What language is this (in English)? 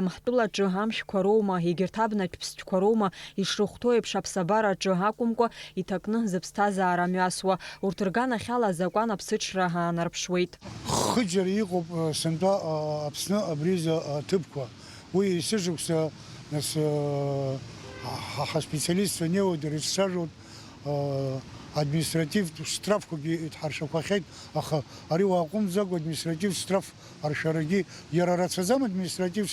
Abkhazian